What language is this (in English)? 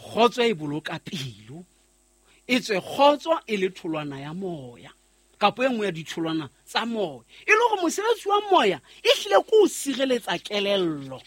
Southern Sotho